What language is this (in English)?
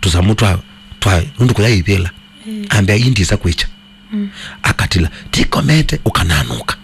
Kamba